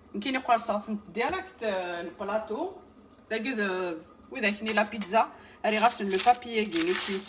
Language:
Kabyle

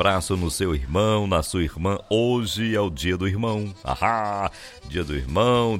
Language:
Portuguese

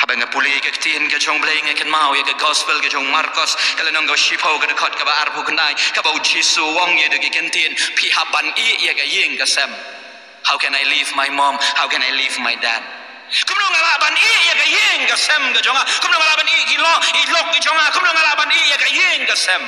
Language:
Khasi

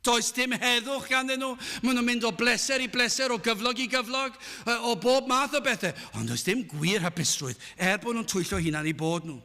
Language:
Welsh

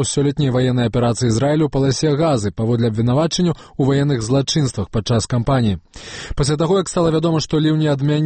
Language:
Belarusian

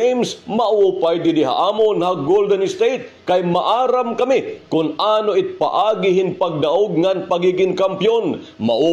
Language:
Waray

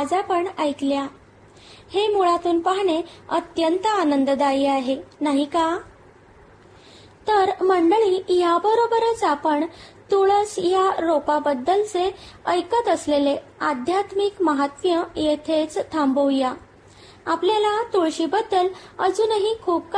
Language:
Marathi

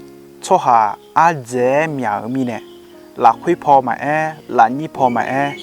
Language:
Akha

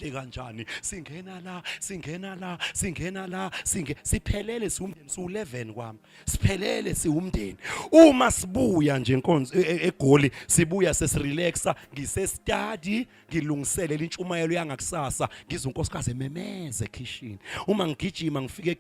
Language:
Zulu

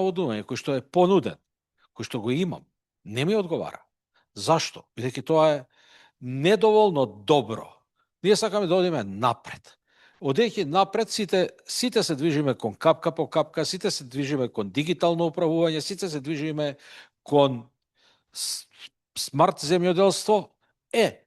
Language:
Macedonian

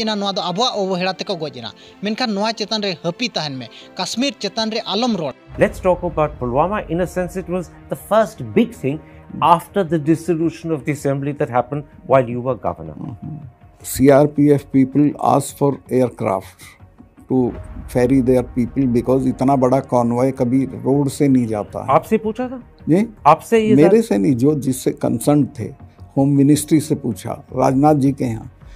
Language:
Santali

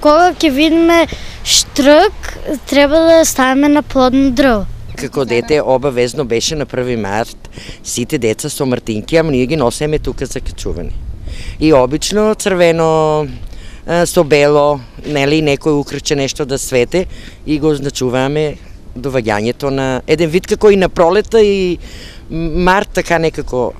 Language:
Macedonian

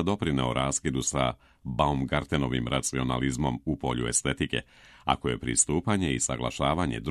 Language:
Serbian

